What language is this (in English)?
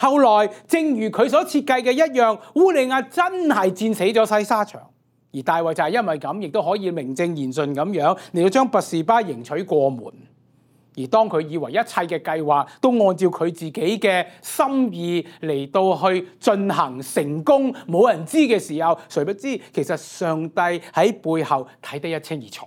Cantonese